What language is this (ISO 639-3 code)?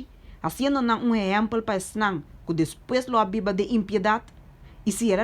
pap